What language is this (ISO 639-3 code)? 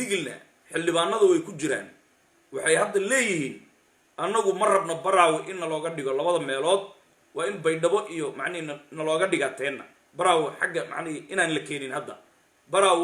som